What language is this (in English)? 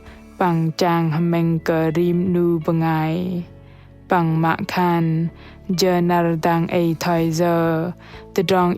Bahnar